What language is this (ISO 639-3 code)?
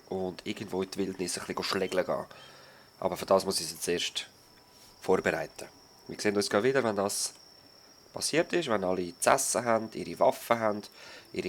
gsw